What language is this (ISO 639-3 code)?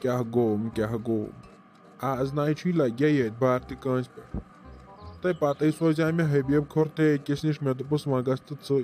kas